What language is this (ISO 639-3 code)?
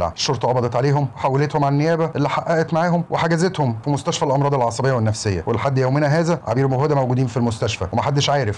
arz